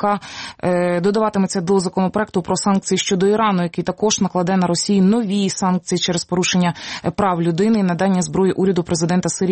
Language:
Ukrainian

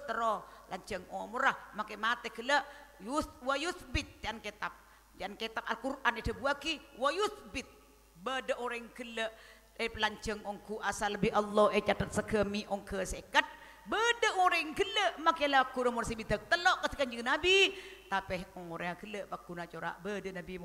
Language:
Madurese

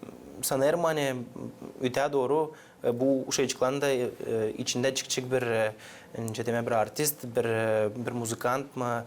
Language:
Gagauz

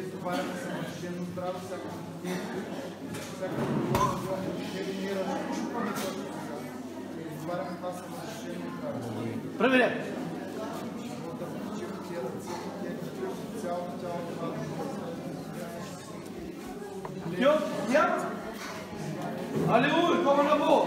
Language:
Bulgarian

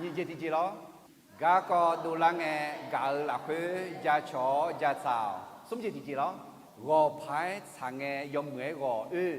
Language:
Akha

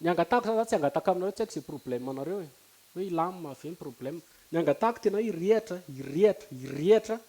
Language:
Malagasy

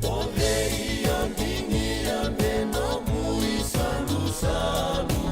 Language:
Fijian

